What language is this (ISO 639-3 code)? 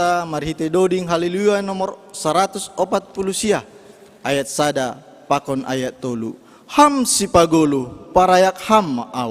bts